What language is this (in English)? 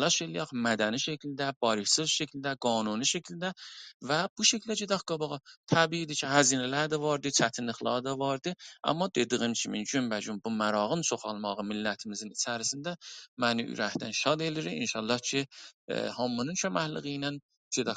South Azerbaijani